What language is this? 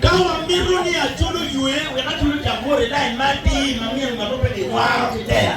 Acoli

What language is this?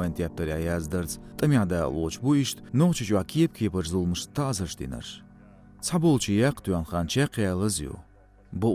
Chechen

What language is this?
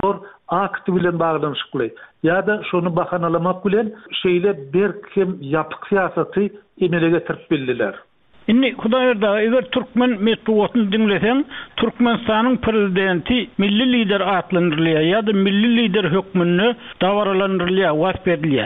Turkmen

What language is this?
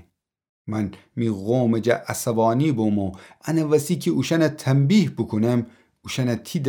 Gilaki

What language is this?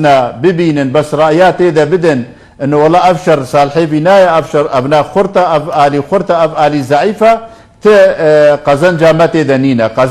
Kurdish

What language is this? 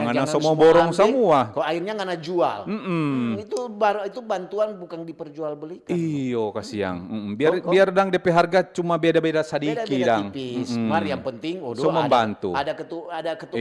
Manado Malay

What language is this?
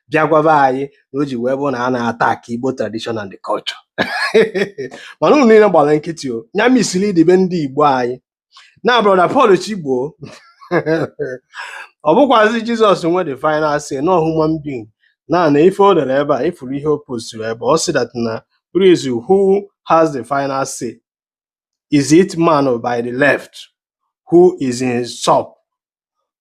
Igbo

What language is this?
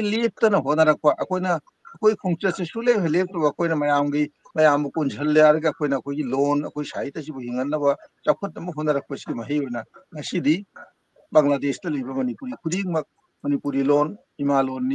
Manipuri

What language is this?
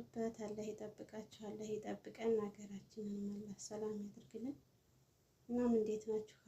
Amharic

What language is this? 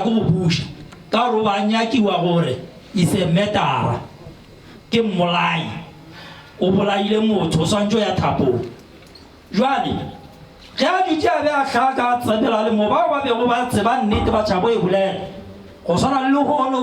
Northern Sotho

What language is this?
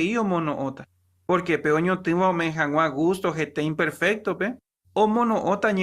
Guarani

